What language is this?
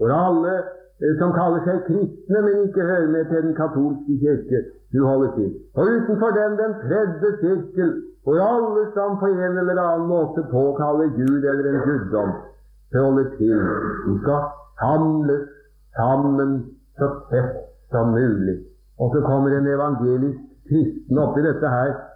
Norwegian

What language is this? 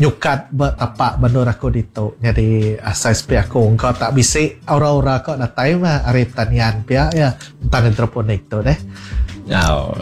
Iban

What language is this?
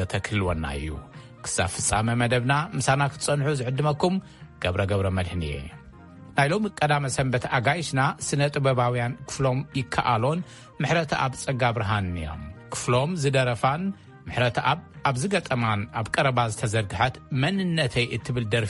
Tigrinya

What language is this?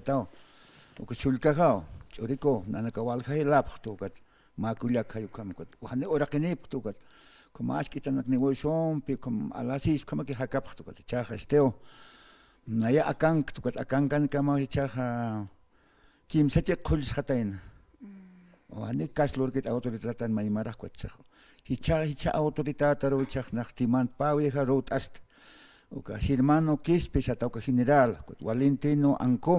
Aymara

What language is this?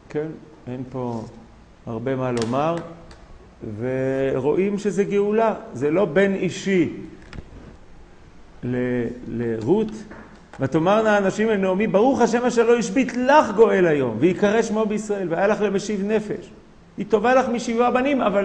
Hebrew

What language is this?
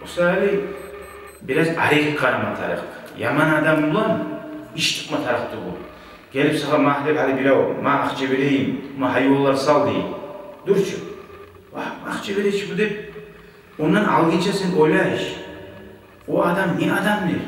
Kumyk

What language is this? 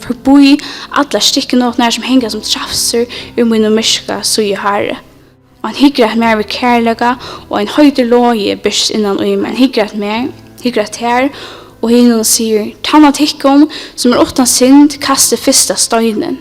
Faroese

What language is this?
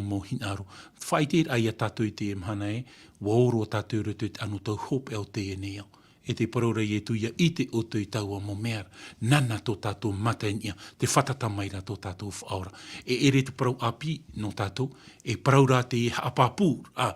Tahitian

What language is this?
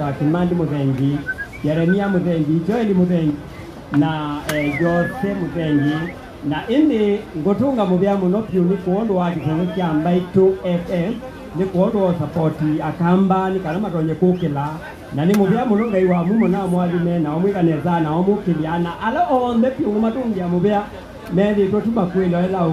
Kamba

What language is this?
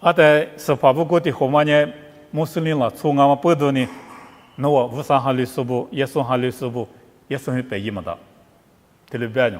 Lisu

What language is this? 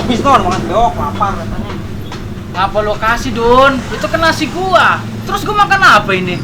Betawi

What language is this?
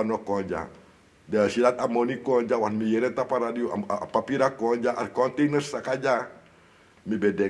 Sranan Tongo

